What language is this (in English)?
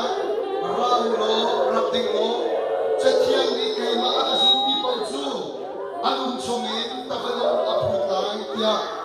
Hakha Chin